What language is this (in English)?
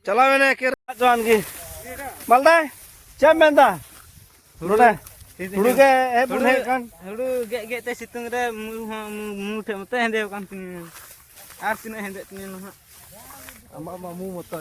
Santali